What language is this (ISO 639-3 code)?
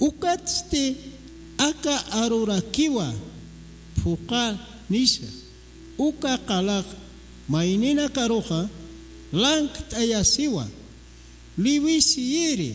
aym